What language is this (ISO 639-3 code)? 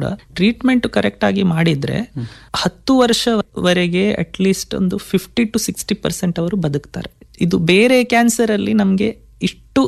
kan